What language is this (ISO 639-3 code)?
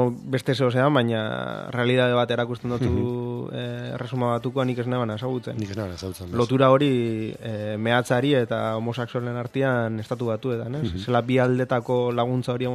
eus